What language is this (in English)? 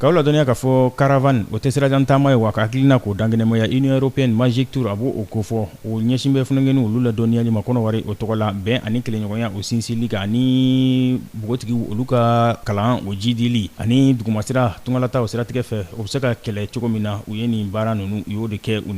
Bambara